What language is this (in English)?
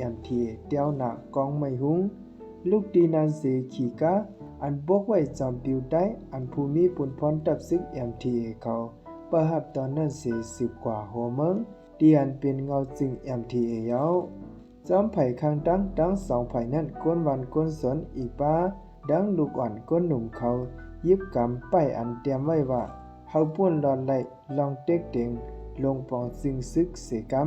Shan